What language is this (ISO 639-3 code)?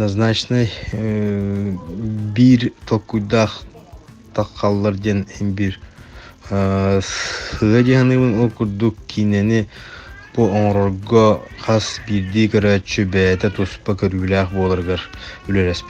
sah